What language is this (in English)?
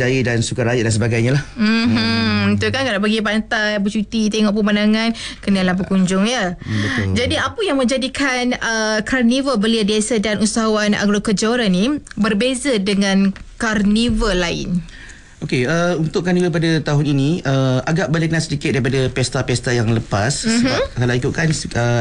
Malay